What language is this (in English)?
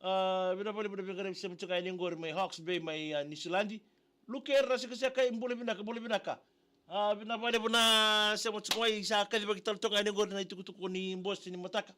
Fijian